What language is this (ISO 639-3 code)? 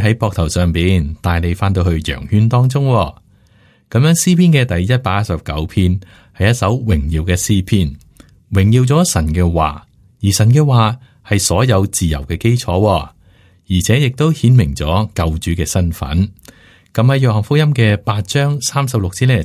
yue